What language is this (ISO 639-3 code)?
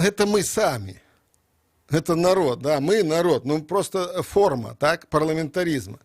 bel